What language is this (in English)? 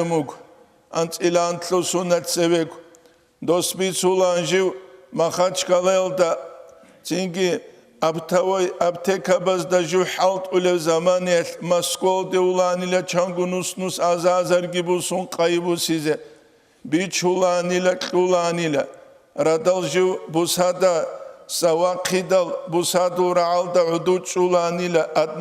Avaric